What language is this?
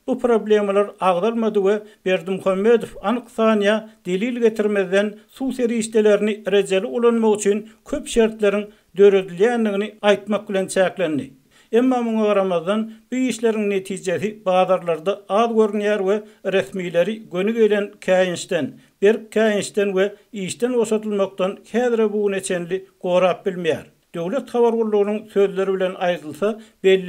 Turkmen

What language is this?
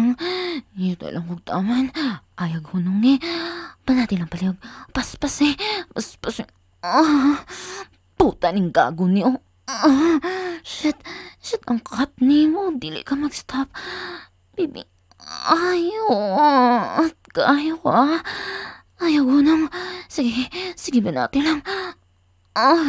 Cebuano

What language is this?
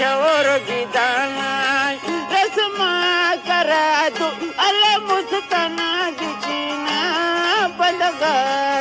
Brahui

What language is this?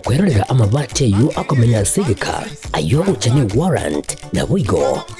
Gusii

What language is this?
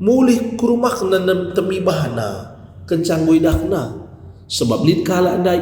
Batak Karo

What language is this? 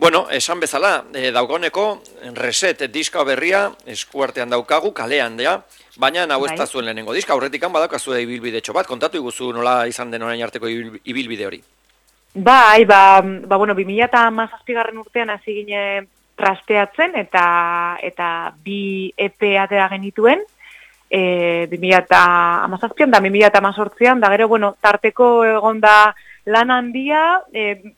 Basque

